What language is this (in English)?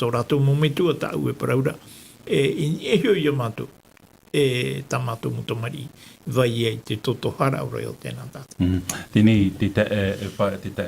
Tahitian